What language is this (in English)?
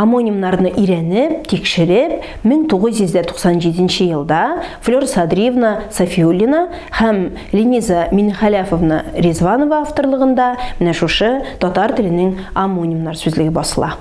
Tatar